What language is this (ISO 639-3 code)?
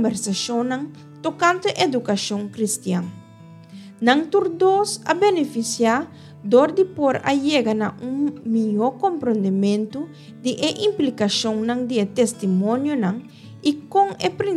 pap